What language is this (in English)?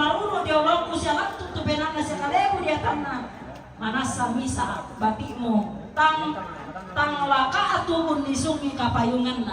Toraja-Sa'dan